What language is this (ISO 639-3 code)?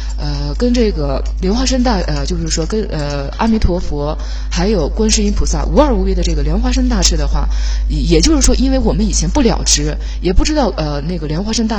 zho